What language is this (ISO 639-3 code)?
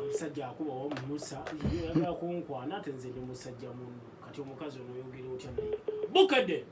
lug